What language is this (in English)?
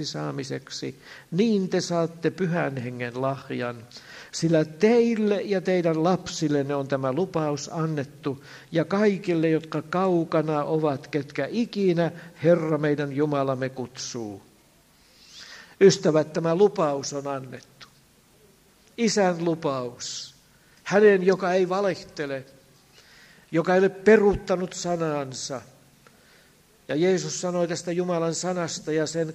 Finnish